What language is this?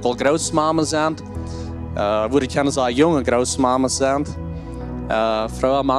Plautdietsch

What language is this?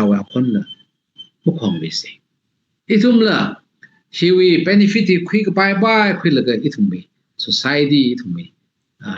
Tangkhul Naga (India)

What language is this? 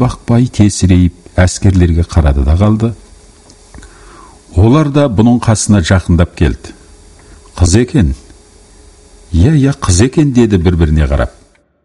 Kazakh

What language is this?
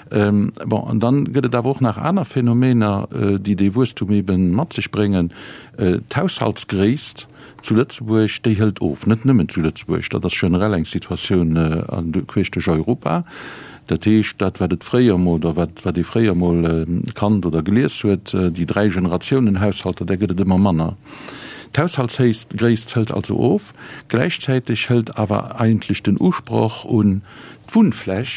Luxembourgish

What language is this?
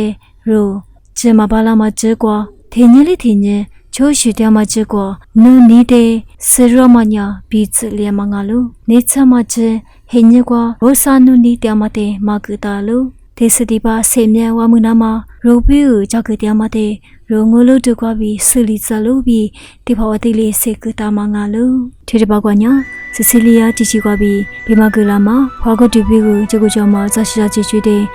Lisu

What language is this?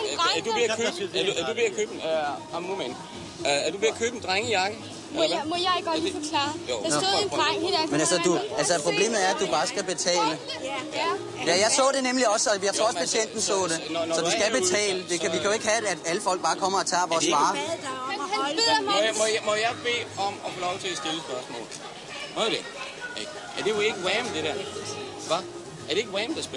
Danish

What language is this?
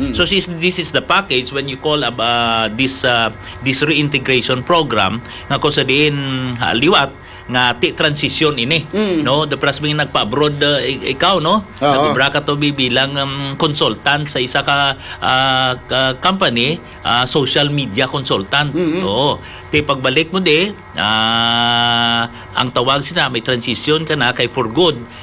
Hiligaynon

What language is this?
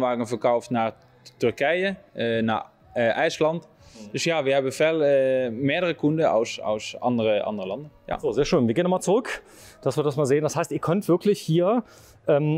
German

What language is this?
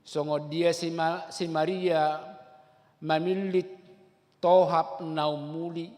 Batak Toba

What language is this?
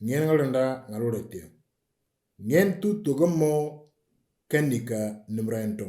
Moro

